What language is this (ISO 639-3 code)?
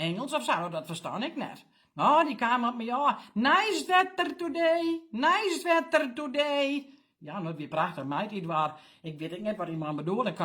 fry